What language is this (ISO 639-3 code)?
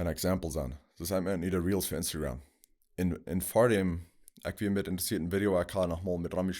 pdt